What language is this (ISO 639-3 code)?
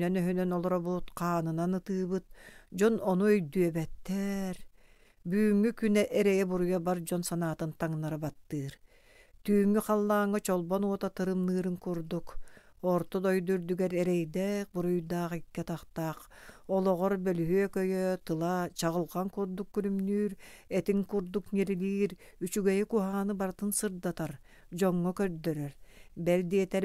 sah